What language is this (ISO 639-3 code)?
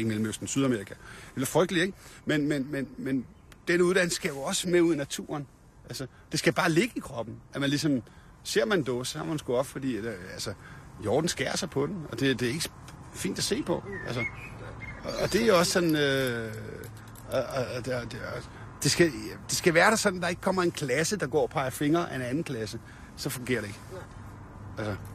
dan